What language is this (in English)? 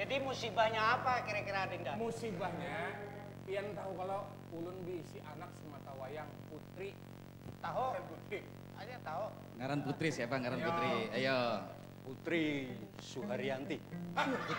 Banjar